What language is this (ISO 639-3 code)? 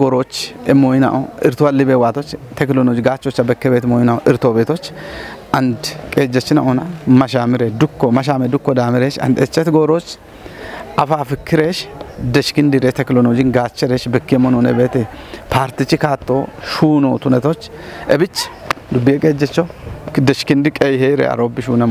kbr